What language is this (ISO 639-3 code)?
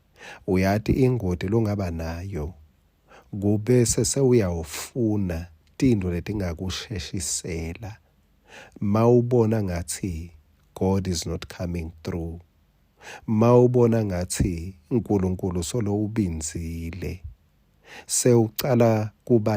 ssw